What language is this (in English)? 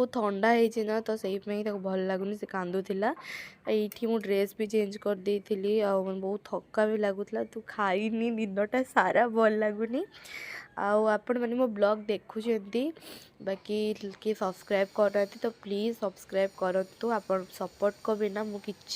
Odia